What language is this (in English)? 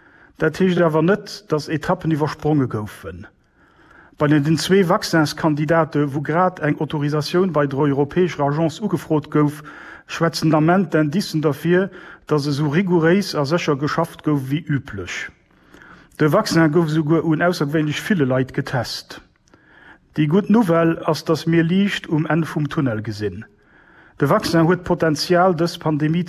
Luxembourgish